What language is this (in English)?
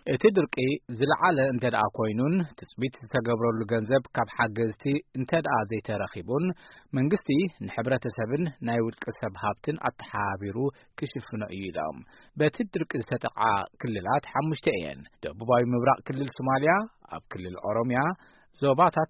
Tigrinya